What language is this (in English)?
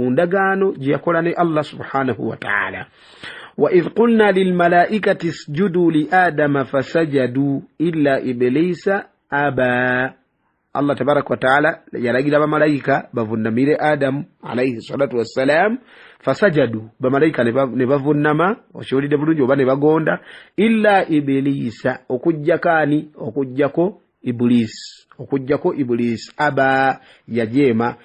Ganda